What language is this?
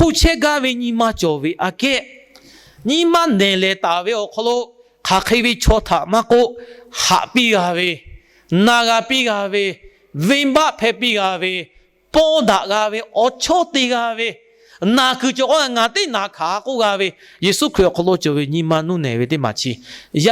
Lahu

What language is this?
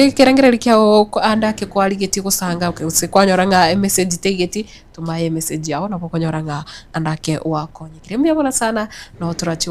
Gusii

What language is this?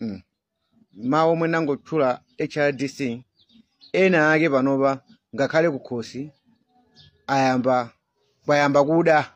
Nyanja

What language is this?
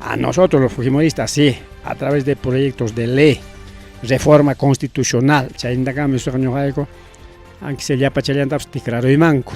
Ayacucho Quechua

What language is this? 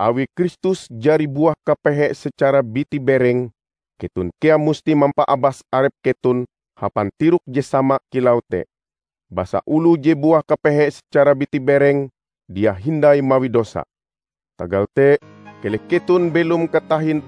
Ngaju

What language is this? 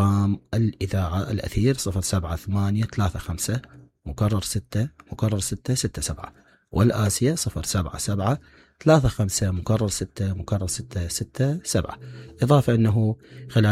Mesopotamian Arabic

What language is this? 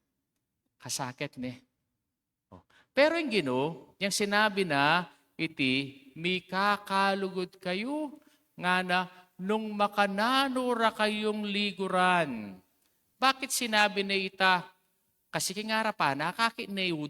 Pampanga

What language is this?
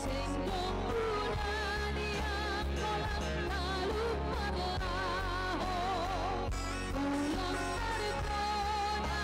Batak Simalungun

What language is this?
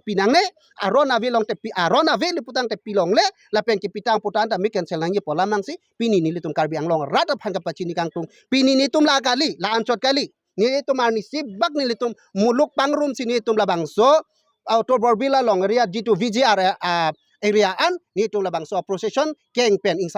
Karbi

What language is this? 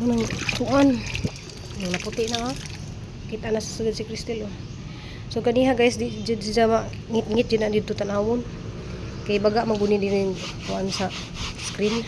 Cebuano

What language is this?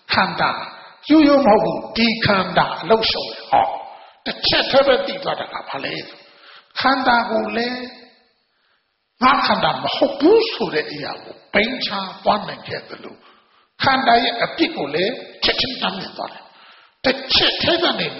Burmese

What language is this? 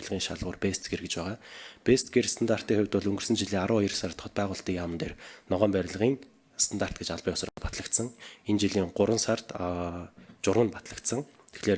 Mongolian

